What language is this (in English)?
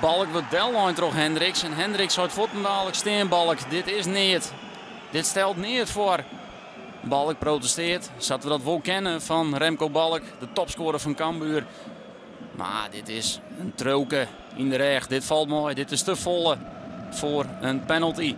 Western Frisian